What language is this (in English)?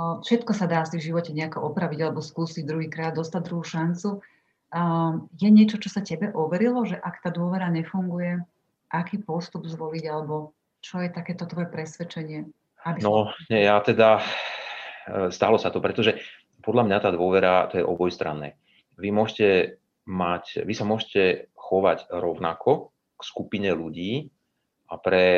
Slovak